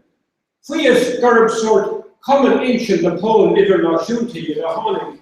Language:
Irish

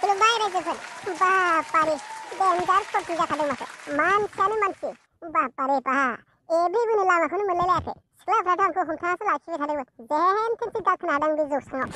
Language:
Bodo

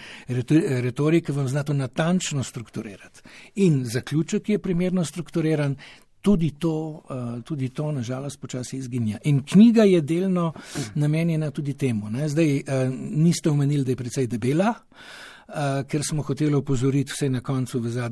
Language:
Slovenian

